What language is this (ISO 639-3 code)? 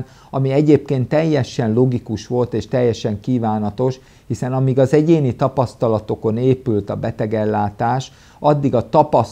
hun